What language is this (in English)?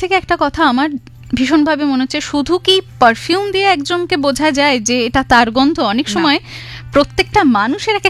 Bangla